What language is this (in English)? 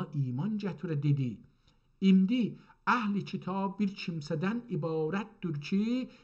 South Azerbaijani